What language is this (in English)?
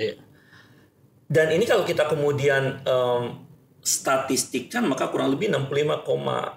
Indonesian